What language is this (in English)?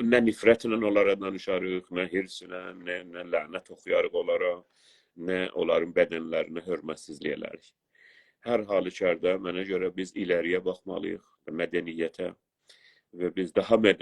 South Azerbaijani